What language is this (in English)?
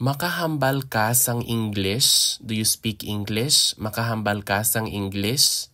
Hiligaynon